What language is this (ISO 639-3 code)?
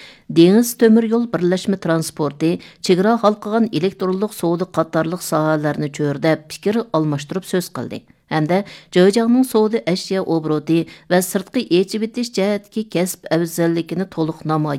uig